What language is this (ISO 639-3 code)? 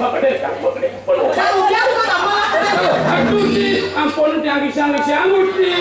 ban